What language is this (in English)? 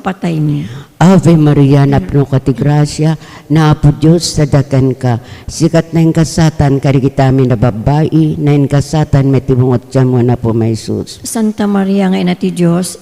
Iloko